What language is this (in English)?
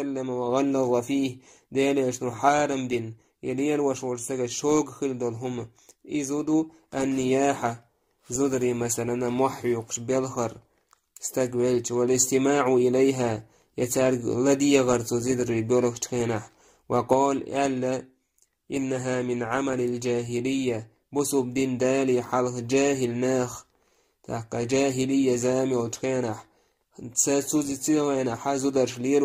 Chechen